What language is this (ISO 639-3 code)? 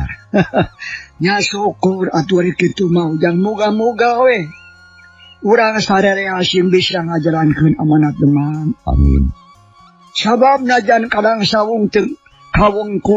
sun